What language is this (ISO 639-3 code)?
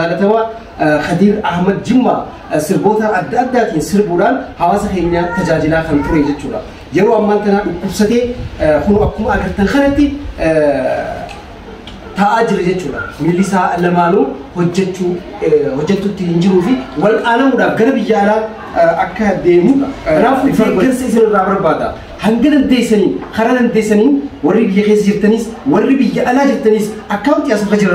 orm